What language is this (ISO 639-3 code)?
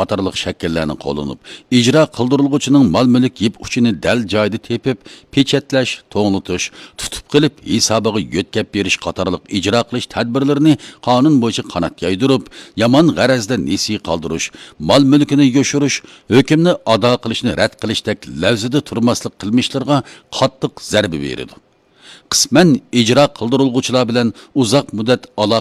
uig